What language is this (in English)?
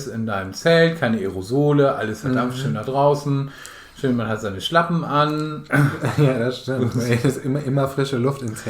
Low German